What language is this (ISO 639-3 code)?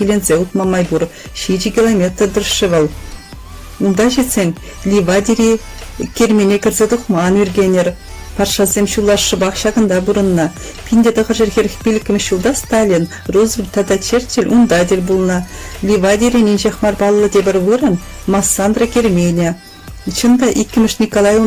chv